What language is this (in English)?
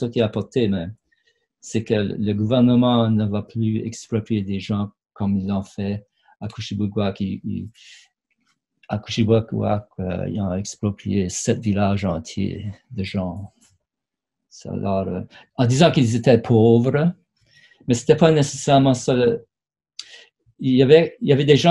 French